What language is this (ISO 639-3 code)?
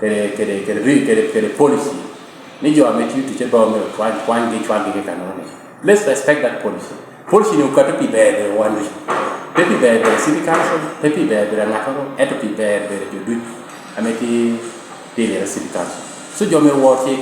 laj